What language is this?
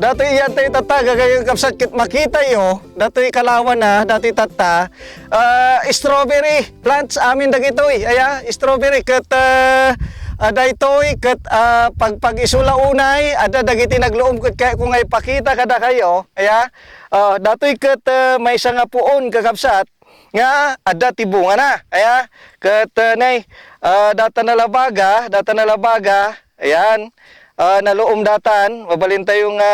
Iloko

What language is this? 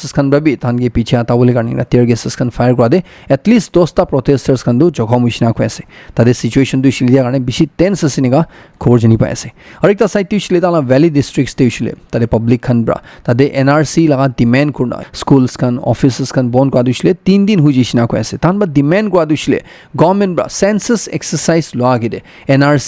Naga Pidgin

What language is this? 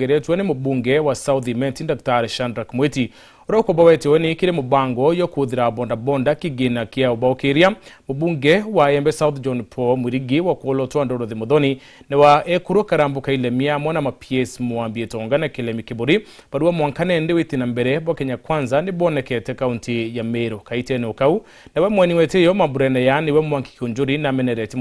Meru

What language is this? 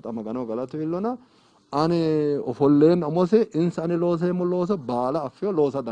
Sidamo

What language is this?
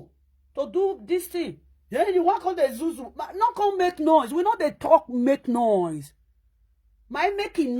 Nigerian Pidgin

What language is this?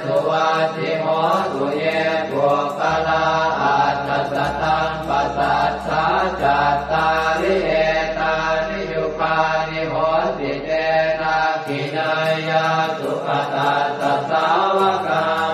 Pali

